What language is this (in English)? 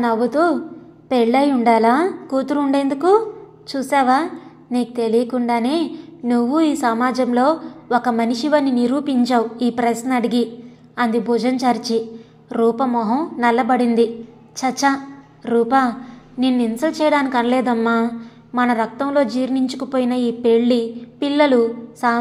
Telugu